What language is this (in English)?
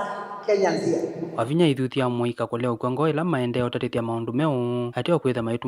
Kamba